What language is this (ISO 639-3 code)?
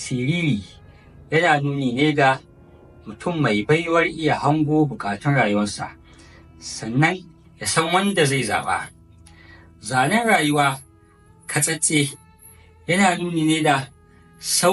hau